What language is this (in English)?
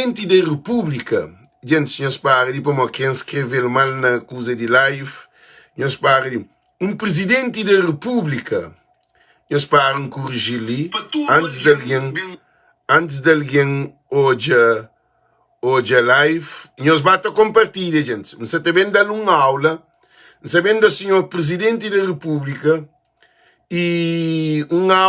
Kabuverdianu